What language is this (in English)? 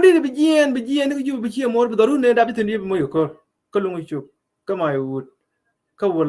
Nuer